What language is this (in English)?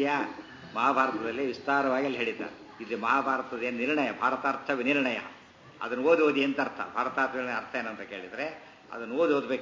Kannada